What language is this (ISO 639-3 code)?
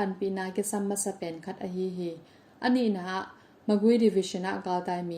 ctd